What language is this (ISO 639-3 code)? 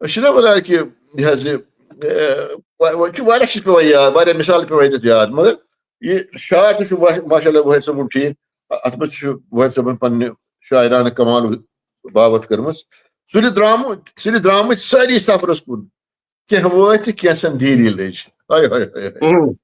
kas